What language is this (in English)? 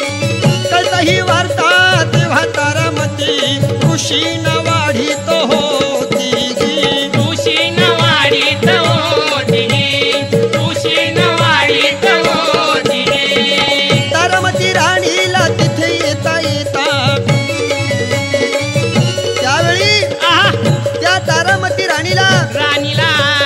Marathi